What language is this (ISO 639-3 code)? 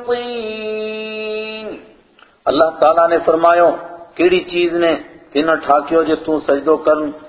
gju